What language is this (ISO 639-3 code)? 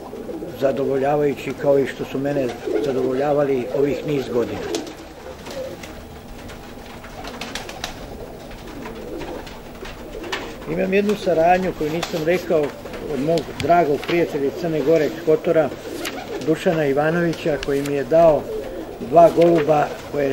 srp